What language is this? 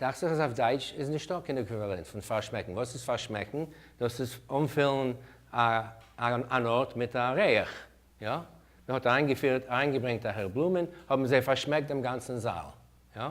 Yiddish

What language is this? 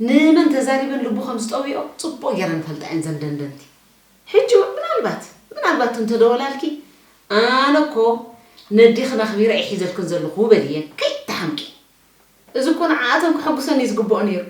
Tigrinya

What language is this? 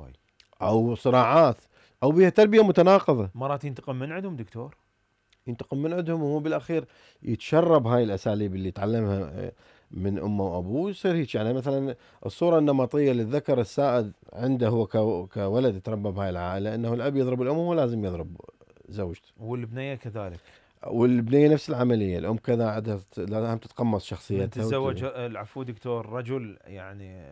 Mesopotamian Arabic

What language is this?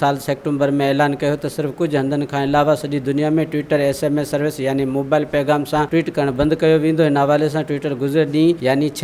Sindhi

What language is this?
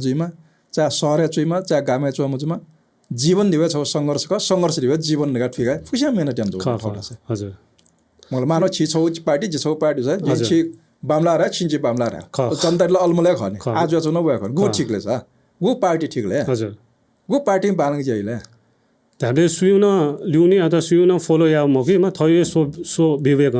Newari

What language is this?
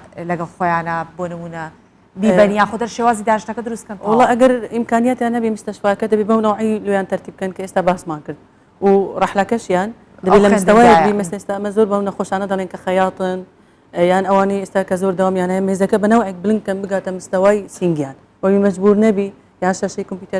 Central Kurdish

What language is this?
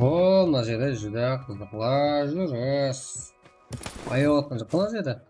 Kara-Kalpak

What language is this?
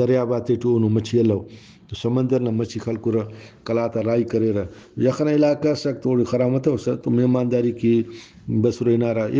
Brahui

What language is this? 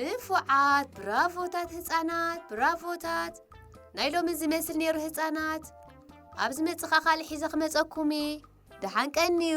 Tigrinya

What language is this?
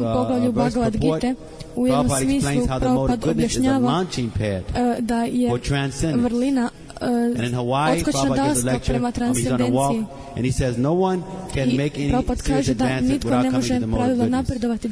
Croatian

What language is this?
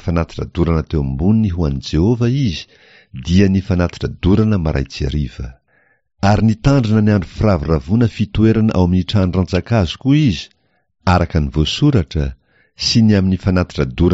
Malagasy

